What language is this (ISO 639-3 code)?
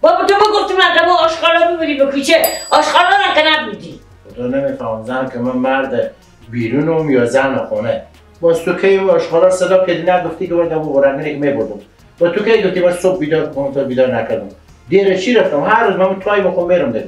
fas